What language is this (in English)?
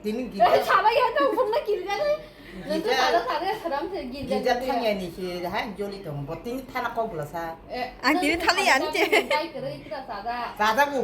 Kok Borok